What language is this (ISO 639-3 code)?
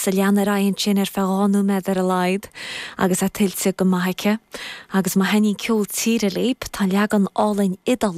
gle